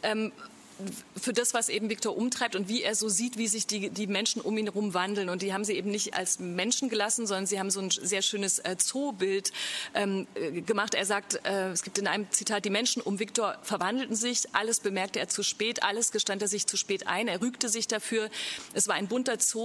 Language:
German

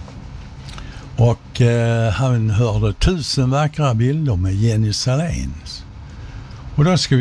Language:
Swedish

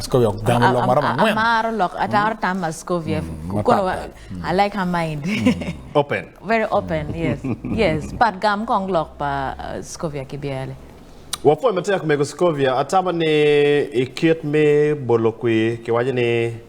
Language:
Acoli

